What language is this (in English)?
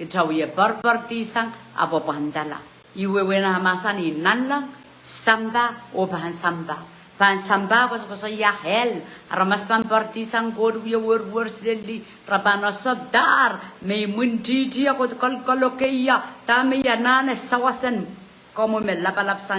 Pohnpeian